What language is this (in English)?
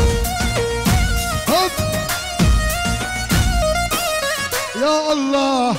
Arabic